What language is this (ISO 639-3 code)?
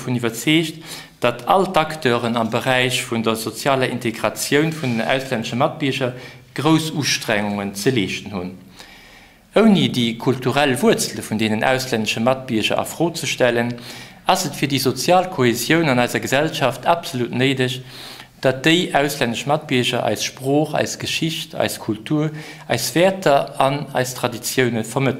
ltz